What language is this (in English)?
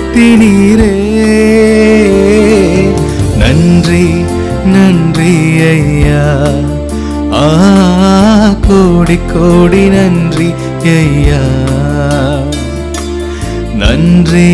Tamil